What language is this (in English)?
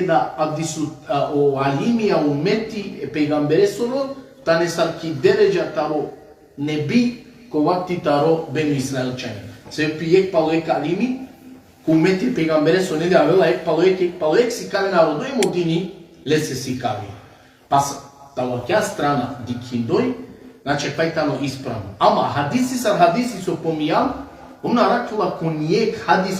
Balkan Romani